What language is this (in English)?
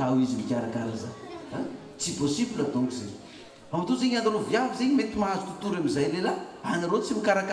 Malagasy